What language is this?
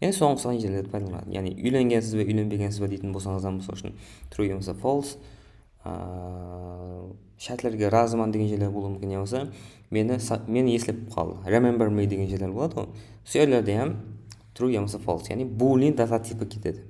Kara-Kalpak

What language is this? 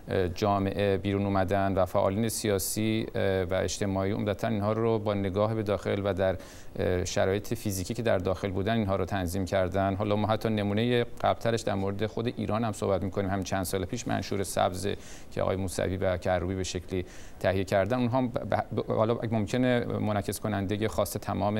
Persian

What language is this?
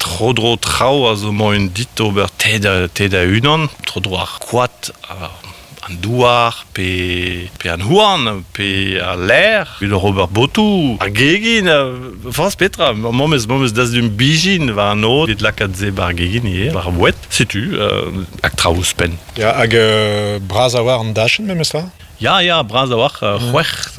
Breton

